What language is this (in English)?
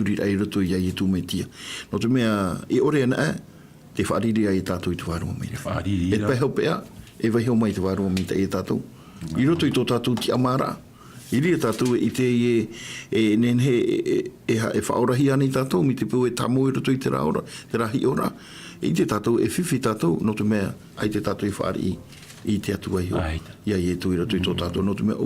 Tahitian